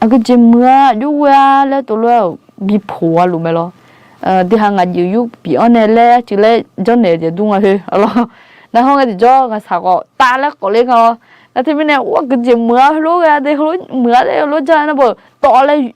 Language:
Akha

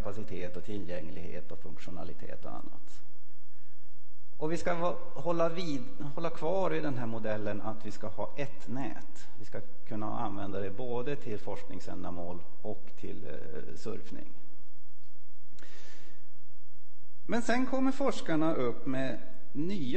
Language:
Swedish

